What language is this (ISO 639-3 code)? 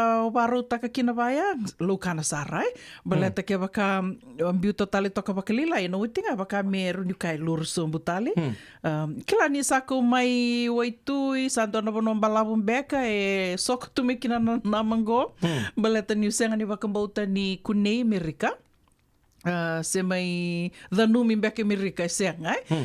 fij